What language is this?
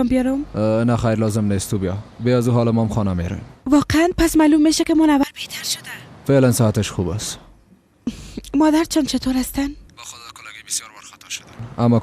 Persian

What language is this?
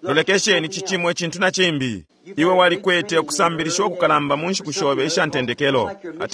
Bemba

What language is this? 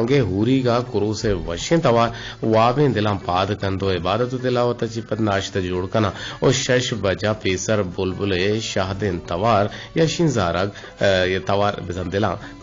Eastern Balochi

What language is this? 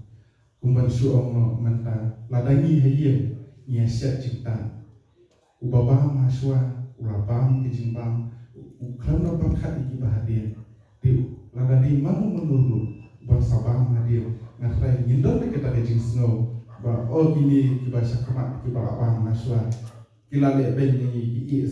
Khasi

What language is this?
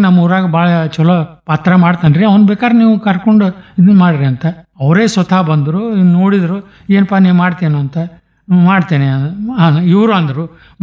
Kannada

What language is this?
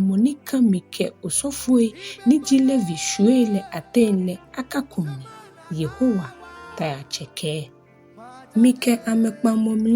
Ga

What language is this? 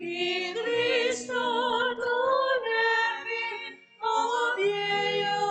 Pampanga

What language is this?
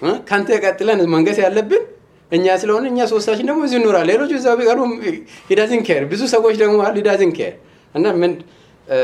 Amharic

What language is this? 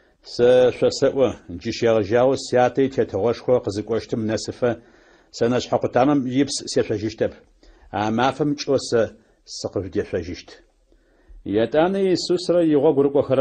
Adyghe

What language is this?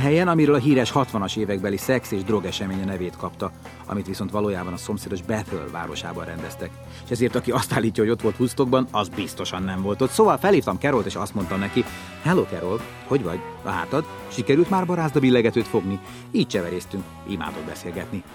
Hungarian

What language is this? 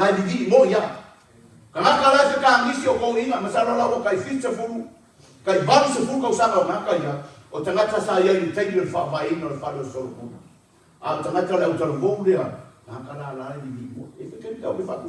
Samoan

